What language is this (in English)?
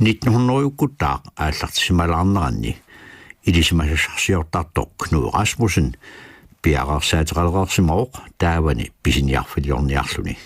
Kalaallisut